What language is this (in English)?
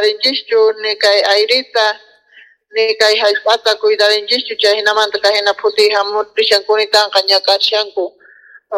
Quechua